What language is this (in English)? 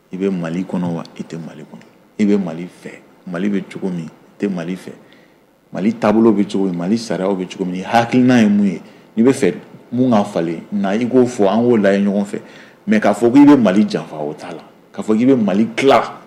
Bambara